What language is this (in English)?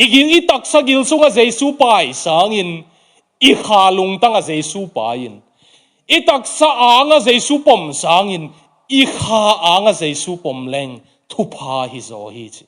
Tedim Chin